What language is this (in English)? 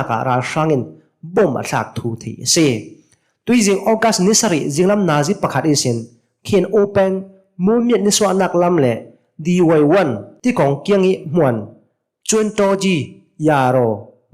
Hakha Chin